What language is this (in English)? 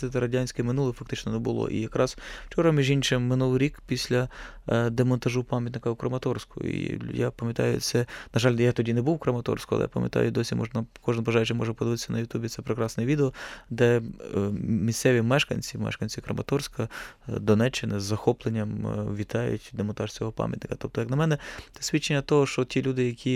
Ukrainian